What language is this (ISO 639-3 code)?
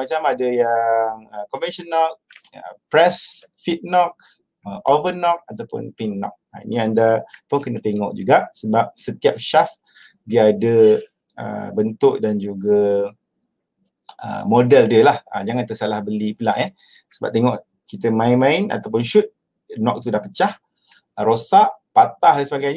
msa